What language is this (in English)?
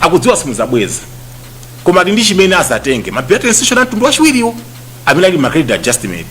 Nyanja